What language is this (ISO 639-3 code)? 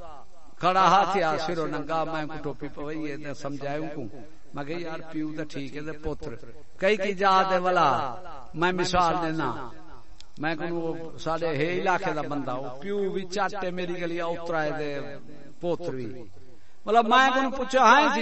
skr